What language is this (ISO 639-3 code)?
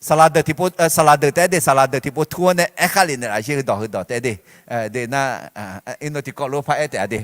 ahk